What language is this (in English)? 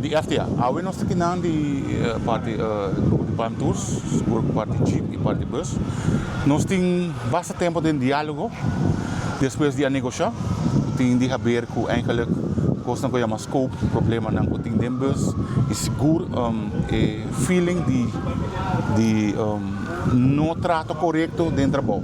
Papiamento